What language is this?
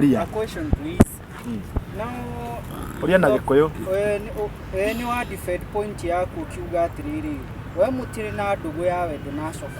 Kikuyu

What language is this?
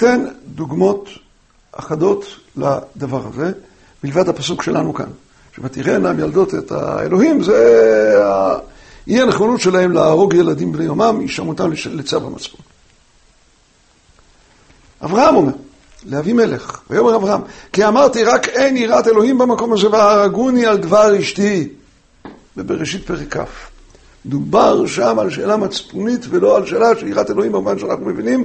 Hebrew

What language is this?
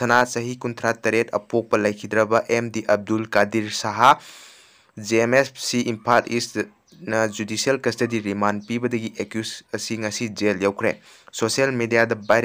Manipuri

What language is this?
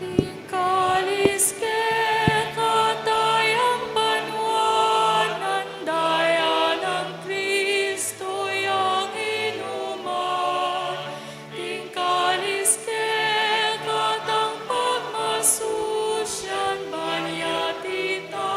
Pampanga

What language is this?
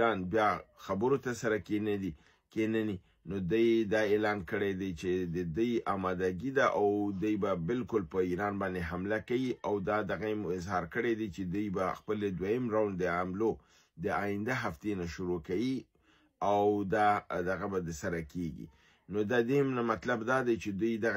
Pashto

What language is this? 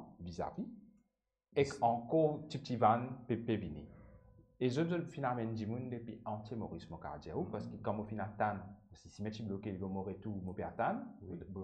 Morisyen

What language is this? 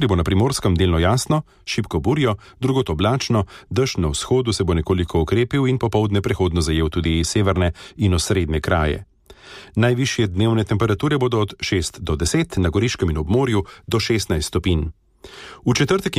Slovenian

